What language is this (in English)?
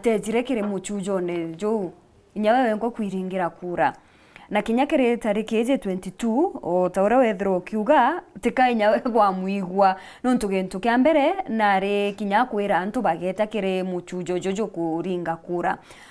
Meru